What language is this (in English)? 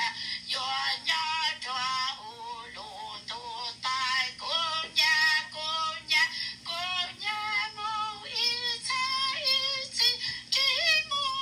Hmong